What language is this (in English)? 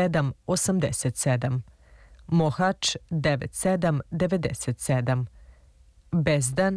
Serbian